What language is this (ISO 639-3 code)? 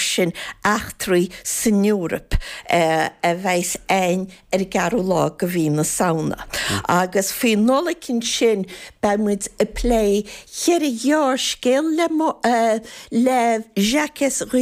gle